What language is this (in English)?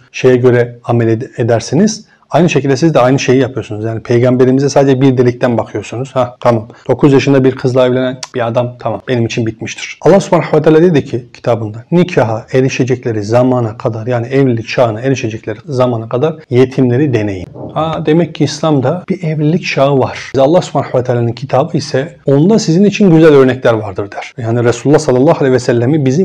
Turkish